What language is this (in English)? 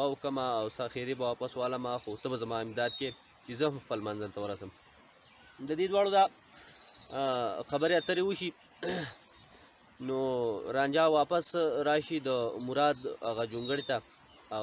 Pashto